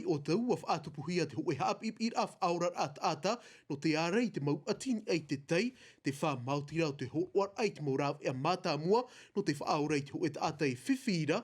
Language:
Tahitian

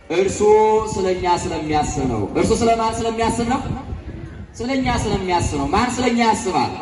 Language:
Amharic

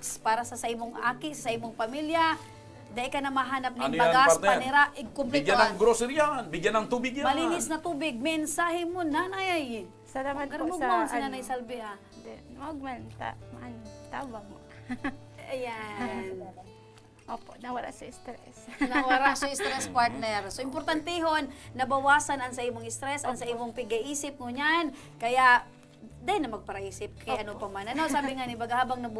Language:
Bikol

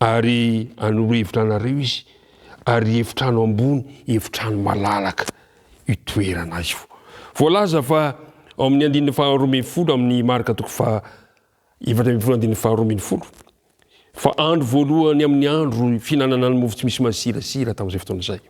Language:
Malagasy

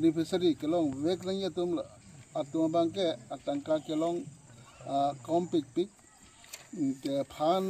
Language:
Karbi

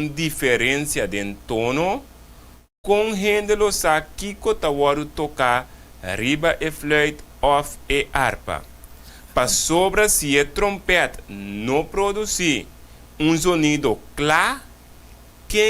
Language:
Papiamento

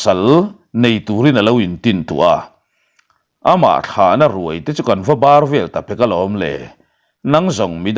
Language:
Mizo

